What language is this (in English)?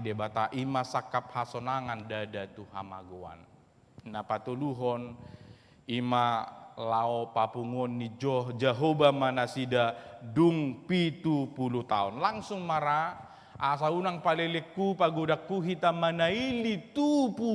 Batak Toba